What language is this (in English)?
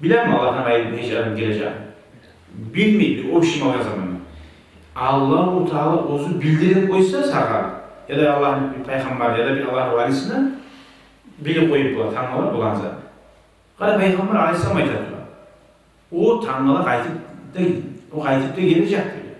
Kumyk